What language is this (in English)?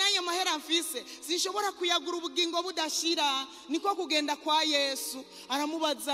Rundi